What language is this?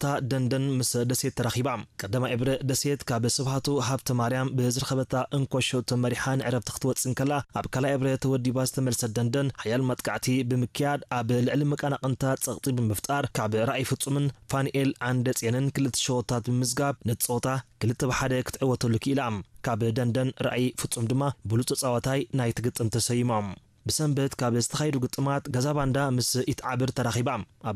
Tigrinya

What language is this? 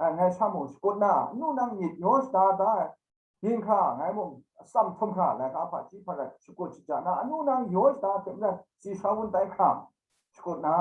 Kachin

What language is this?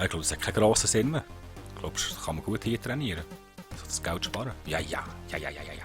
Swiss German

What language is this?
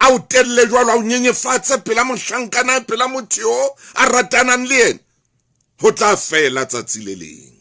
Southern Sotho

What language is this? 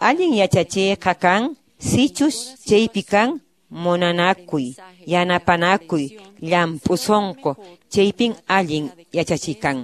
Quechua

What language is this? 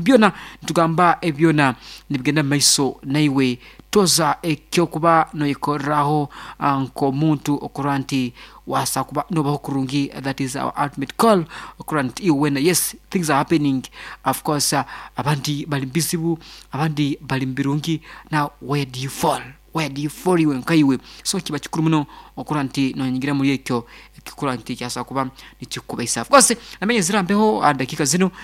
Nyoro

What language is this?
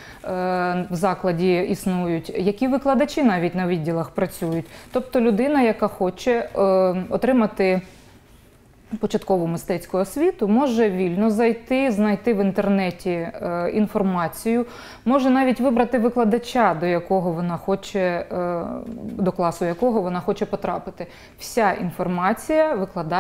Ukrainian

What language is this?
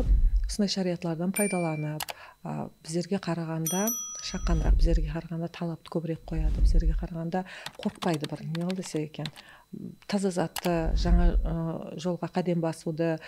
Kara-Kalpak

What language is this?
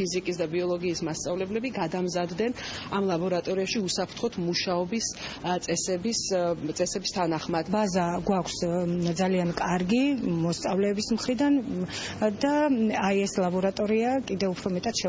Georgian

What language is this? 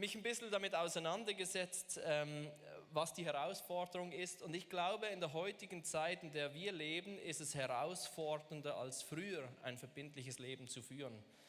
Swiss German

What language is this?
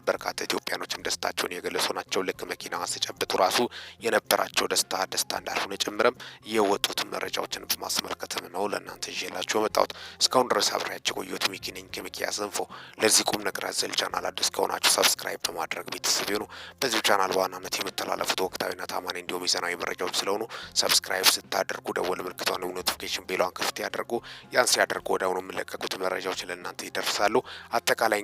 Amharic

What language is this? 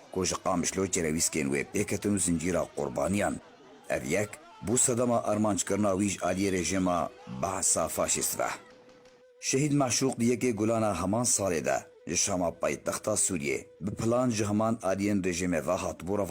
Kurdish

